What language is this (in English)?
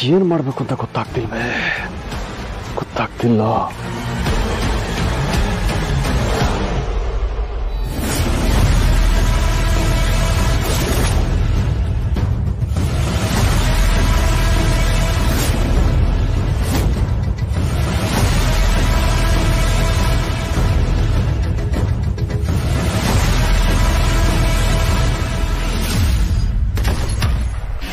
Kannada